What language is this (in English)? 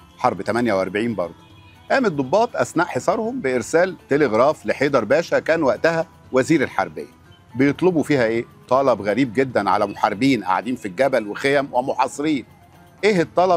Egyptian Arabic